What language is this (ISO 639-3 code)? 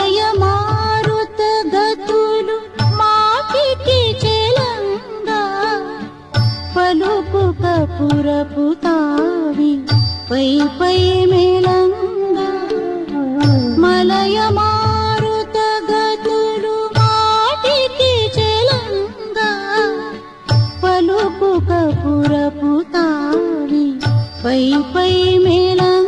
tel